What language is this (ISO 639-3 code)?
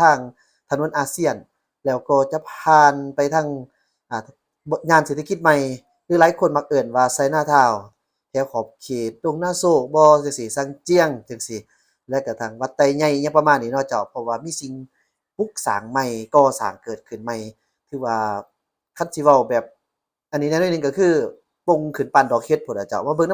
lao